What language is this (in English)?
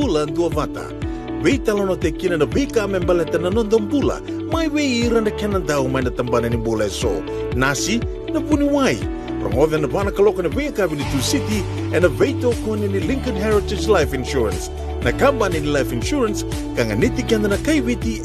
Fijian